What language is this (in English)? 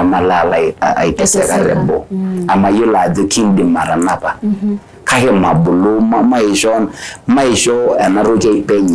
Masai